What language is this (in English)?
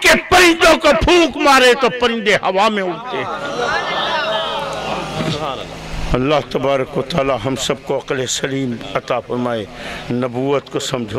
Urdu